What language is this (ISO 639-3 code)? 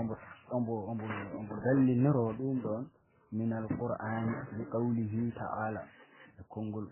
ful